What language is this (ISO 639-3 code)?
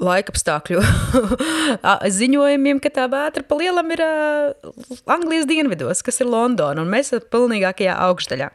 lav